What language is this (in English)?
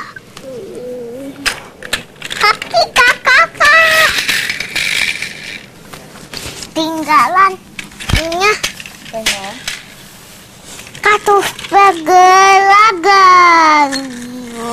Indonesian